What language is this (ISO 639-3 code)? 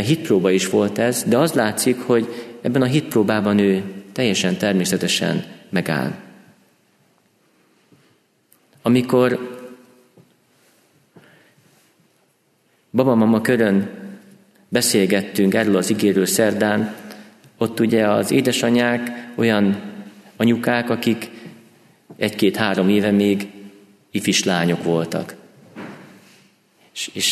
hun